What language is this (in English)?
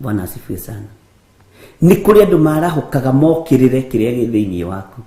Kikuyu